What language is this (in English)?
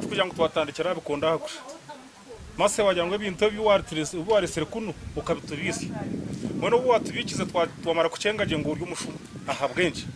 Nyankole